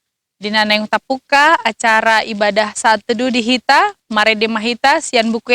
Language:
Batak Toba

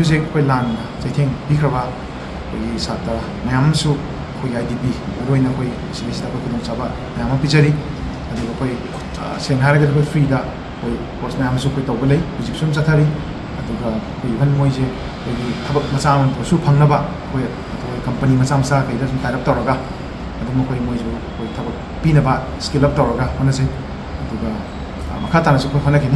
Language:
Manipuri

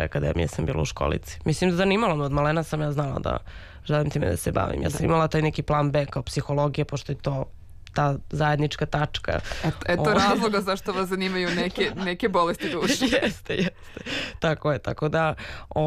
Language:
Serbian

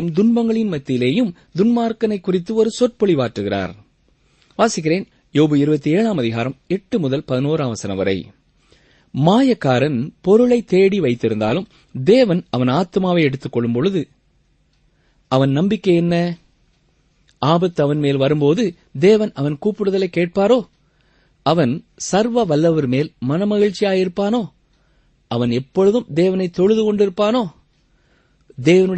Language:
Tamil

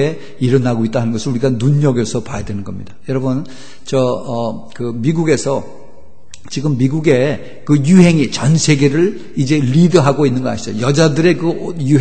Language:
Korean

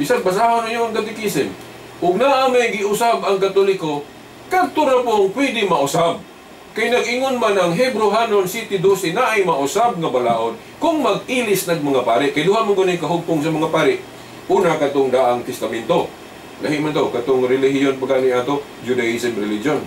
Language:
Cebuano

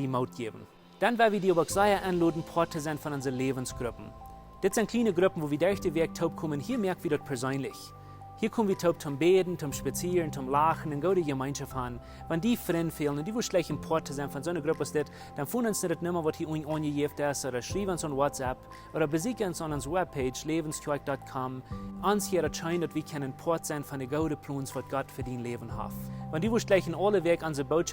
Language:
Plautdietsch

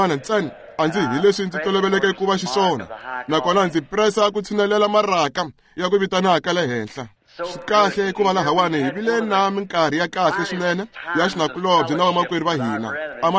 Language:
Tsonga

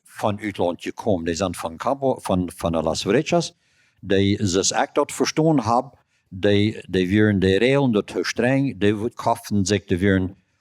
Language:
Plautdietsch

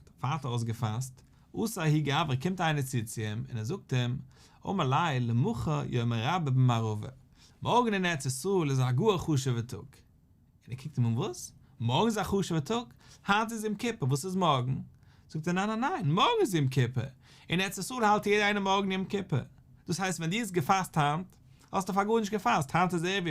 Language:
Yiddish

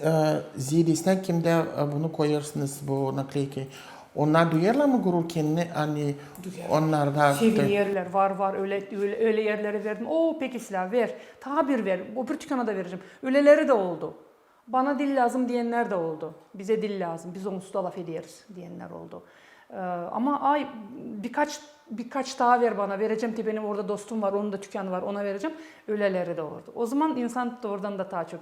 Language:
Gagauz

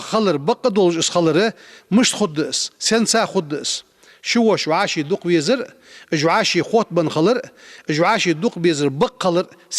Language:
Ingush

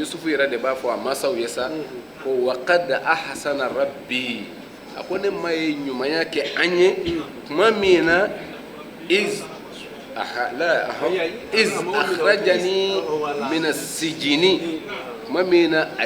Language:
Bambara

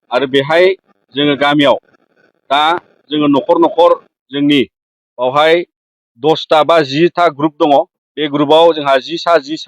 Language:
Bodo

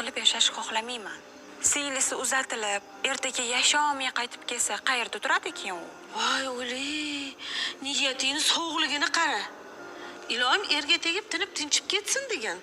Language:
Uzbek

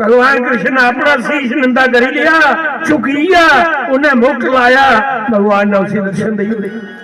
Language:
Dogri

